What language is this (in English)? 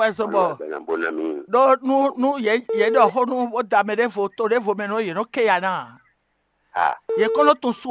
Fon